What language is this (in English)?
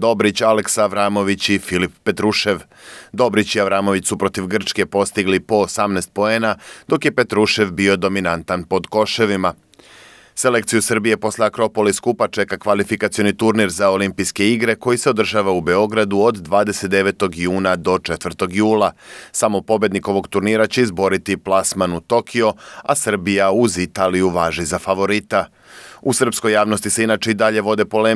Serbian